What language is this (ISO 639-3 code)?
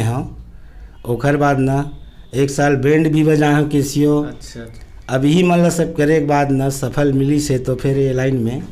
hne